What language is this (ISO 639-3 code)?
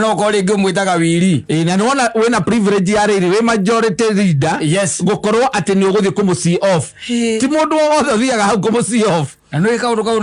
kik